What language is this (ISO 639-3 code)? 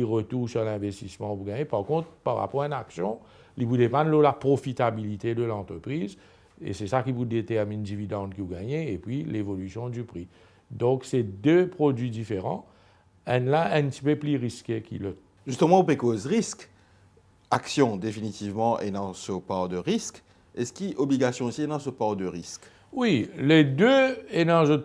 mfe